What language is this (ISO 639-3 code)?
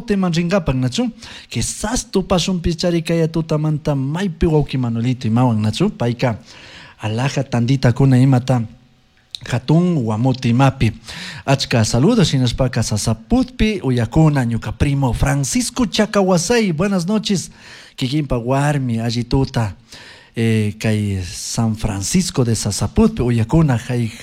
qug